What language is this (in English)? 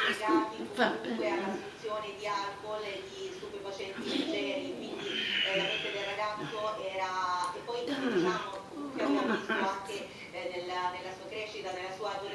Italian